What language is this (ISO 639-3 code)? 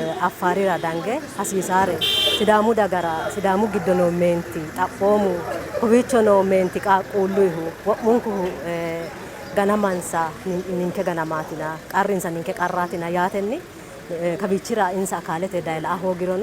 sid